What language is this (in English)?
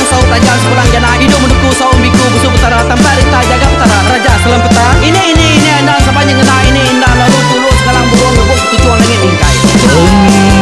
Iban